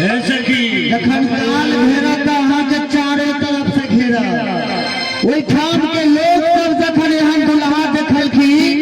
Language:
Maithili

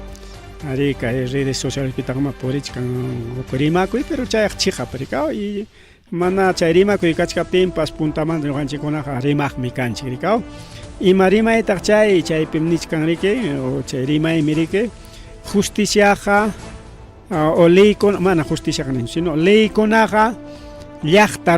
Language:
Ayacucho Quechua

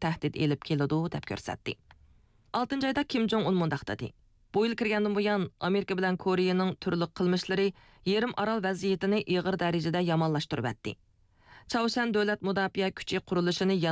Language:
Uyghur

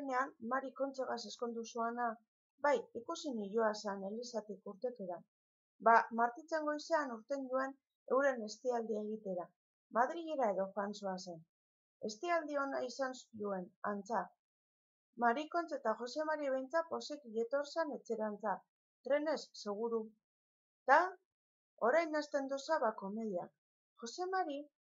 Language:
Basque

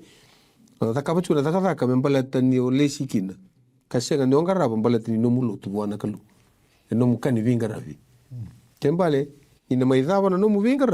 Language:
Fijian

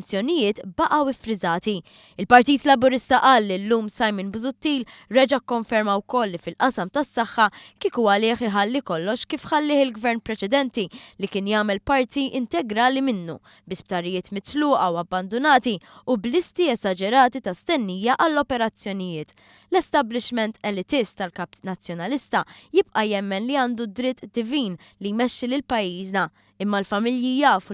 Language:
Maltese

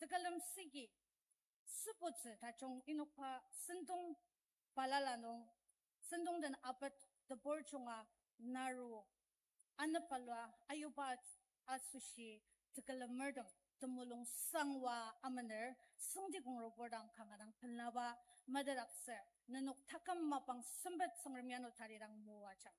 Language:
Ao Naga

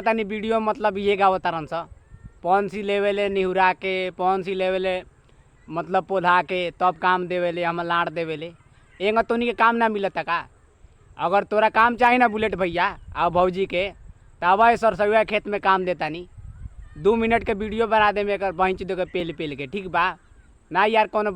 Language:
Bhojpuri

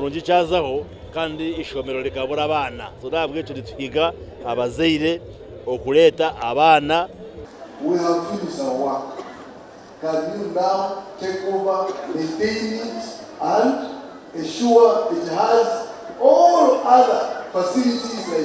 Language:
Nyankole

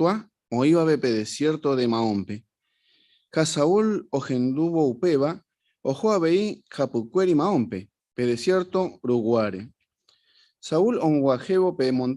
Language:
Guarani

